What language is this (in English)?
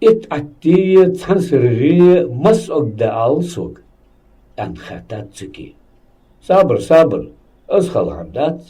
Ingush